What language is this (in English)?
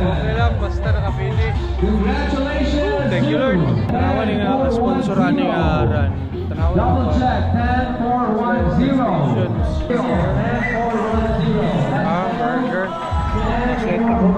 Cebuano